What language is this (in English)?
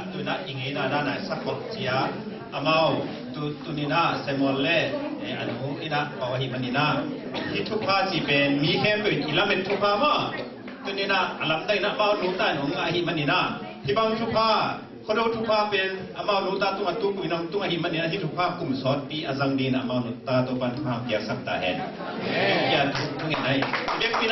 Tedim Chin